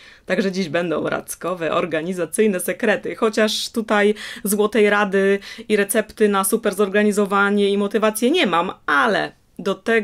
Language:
Polish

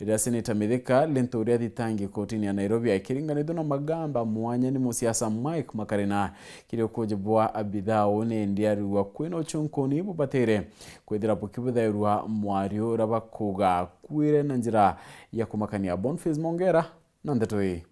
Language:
Meru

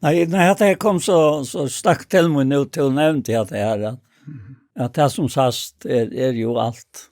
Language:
Faroese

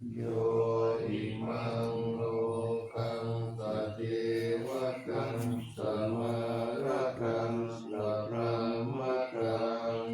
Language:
Pali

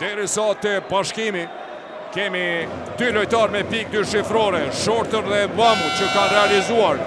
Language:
Albanian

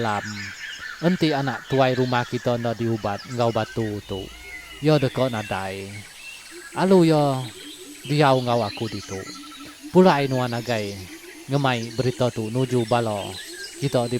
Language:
Iban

